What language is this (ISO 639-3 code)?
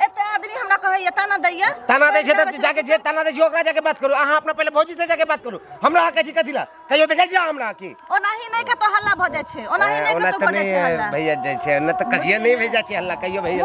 mai